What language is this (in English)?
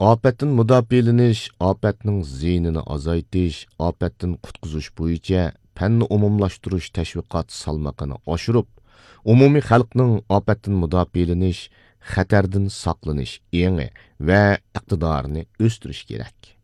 Uyghur